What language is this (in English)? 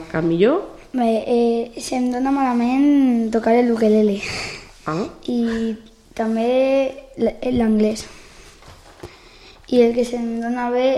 Catalan